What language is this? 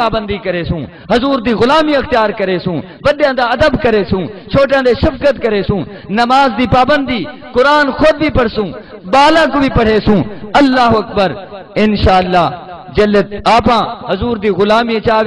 Saraiki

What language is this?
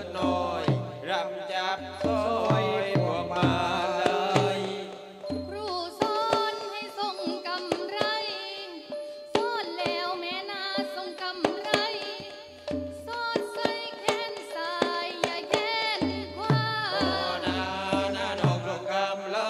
Thai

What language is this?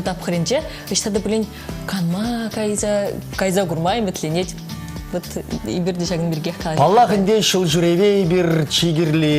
Chuvash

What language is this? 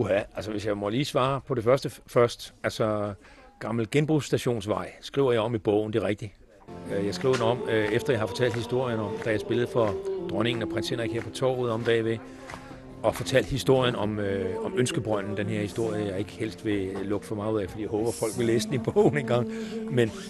Danish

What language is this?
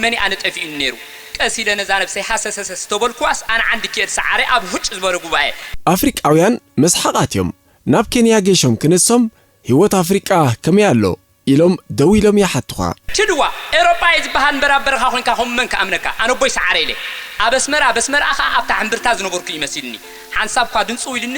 Tigrinya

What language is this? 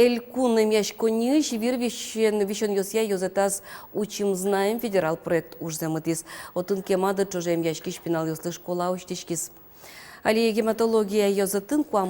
Udmurt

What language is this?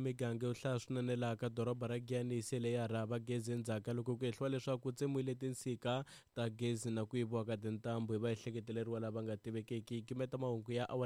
Tsonga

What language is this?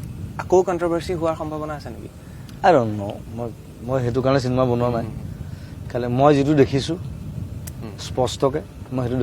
Assamese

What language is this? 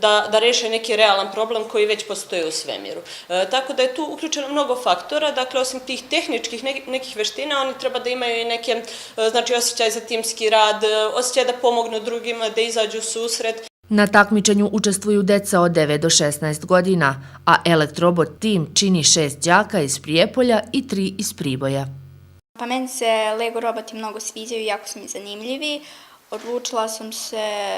Bosnian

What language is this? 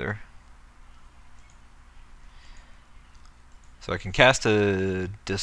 English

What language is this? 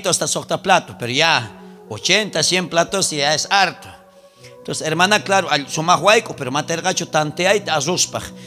South Bolivian Quechua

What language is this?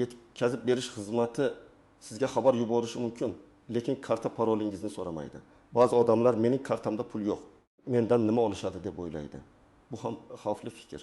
Uzbek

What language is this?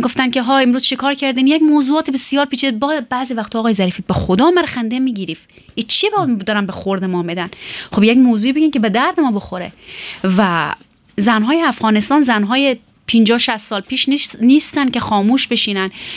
Persian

